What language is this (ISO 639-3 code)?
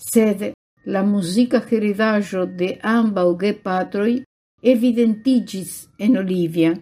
epo